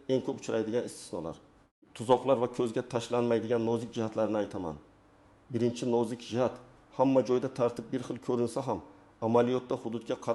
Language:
Uzbek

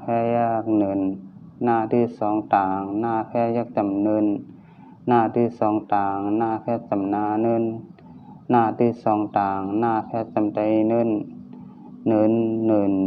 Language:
Shan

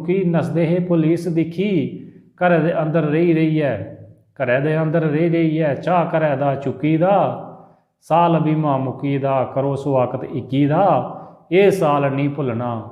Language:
Dogri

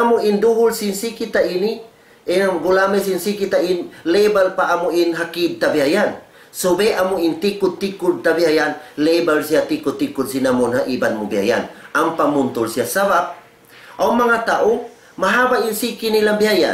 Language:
Tausug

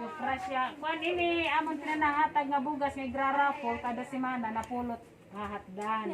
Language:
Waray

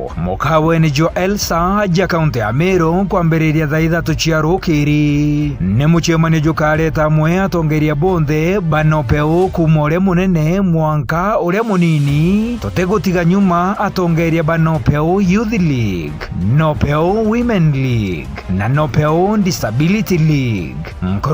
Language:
Meru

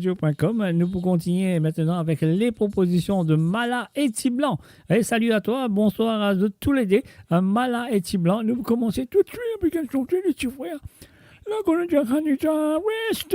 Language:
Morisyen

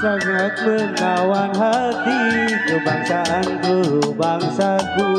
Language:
Betawi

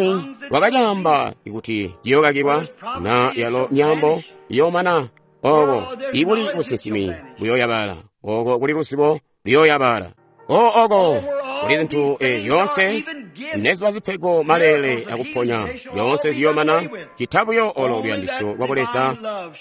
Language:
Tonga (Zambia)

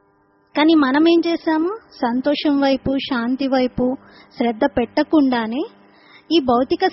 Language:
Telugu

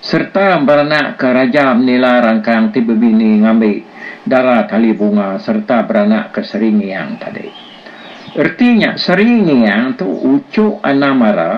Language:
Iban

